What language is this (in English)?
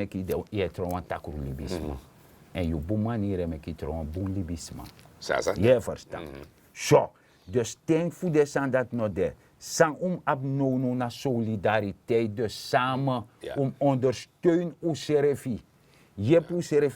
Sranan Tongo